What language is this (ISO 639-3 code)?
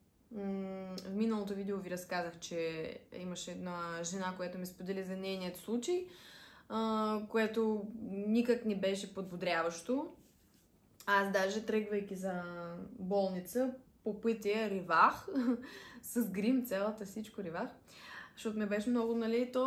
bul